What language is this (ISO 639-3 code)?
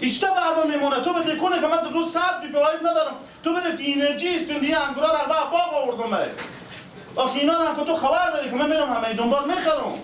fas